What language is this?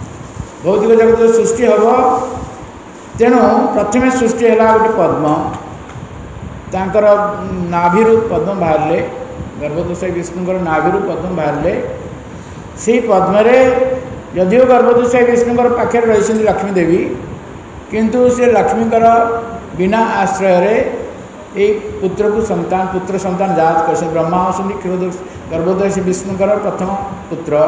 Odia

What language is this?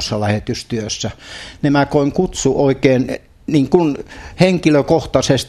Finnish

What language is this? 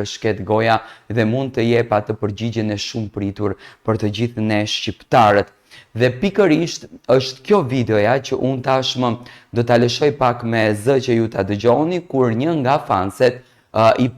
Albanian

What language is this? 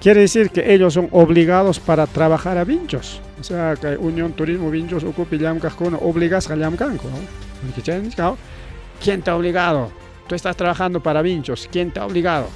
Ayacucho Quechua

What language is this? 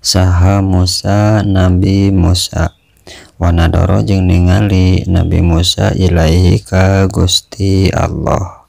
Sundanese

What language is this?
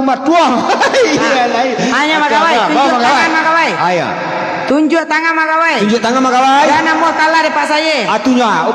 Minangkabau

